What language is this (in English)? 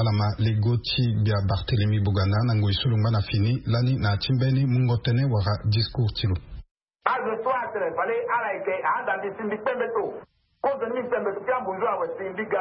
Sango